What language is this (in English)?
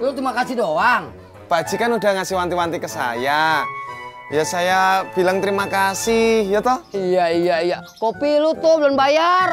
Betawi